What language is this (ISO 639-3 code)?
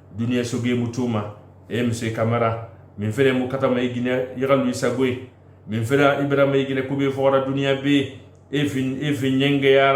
sus